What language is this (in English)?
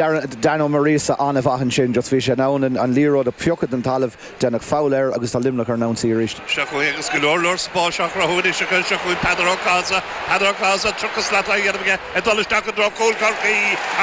Irish